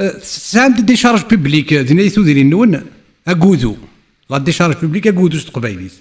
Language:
Kabyle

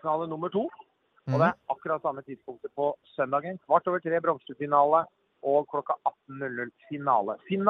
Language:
Norwegian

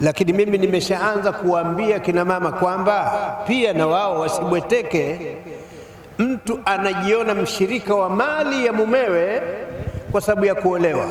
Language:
Swahili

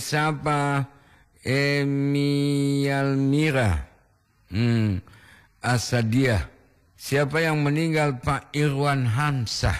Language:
Gorontalo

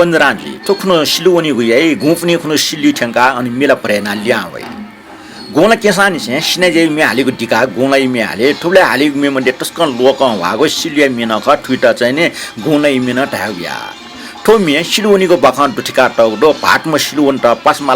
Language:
Newari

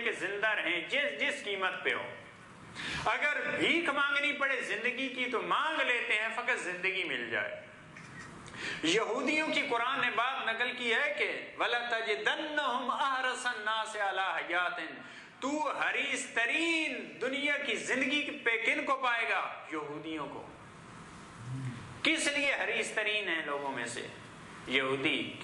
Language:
Urdu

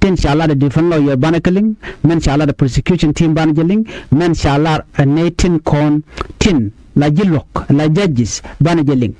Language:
Nuer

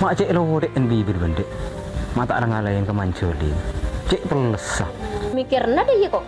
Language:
Madurese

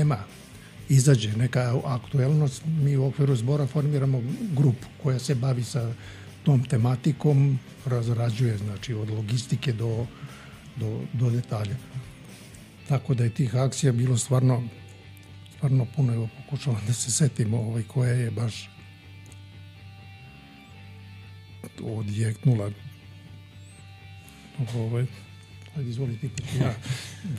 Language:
Serbian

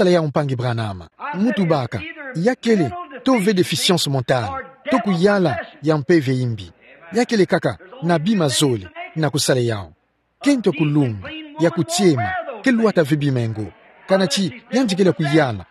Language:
Kituba (Democratic Republic of Congo)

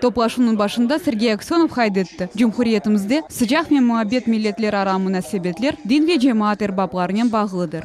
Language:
Crimean Tatar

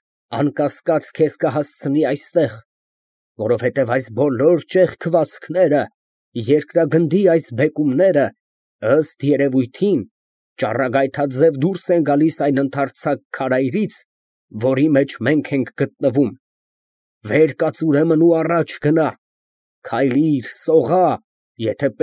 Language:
Armenian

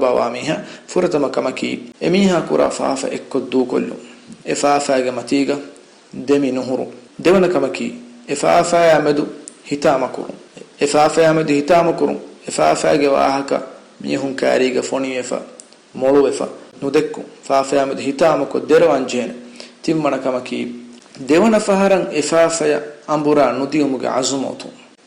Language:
Divehi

